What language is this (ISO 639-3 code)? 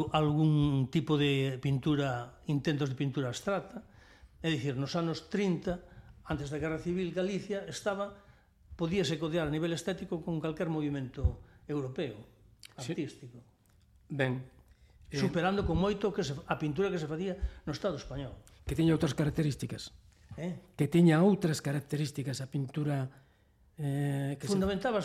glg